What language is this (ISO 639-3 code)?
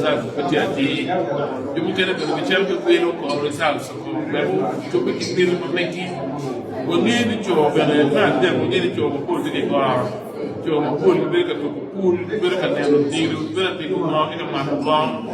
ach